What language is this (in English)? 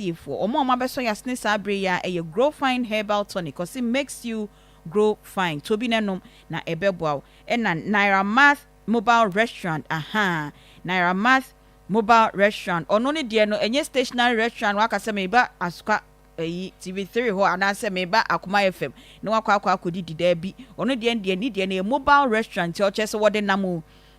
Akan